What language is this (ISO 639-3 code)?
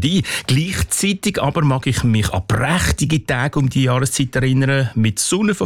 deu